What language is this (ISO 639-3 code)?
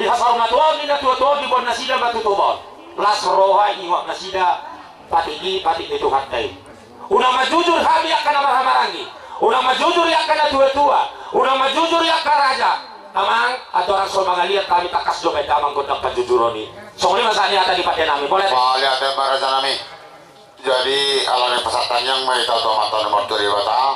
bbc